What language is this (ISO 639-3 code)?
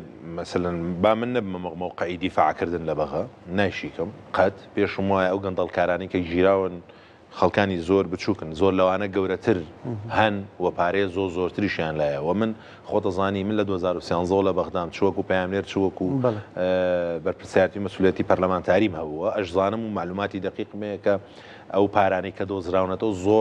ckb